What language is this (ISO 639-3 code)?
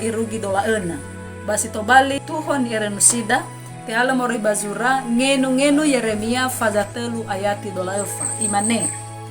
nia